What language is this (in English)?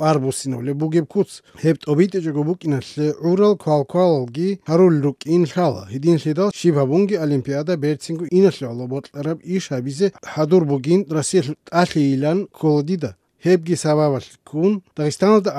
Avaric